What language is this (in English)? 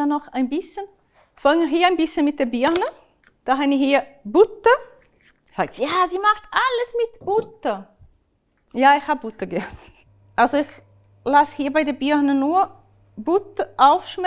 Swiss German